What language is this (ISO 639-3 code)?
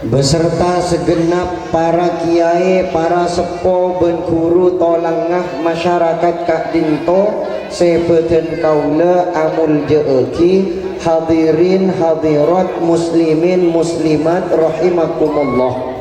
mad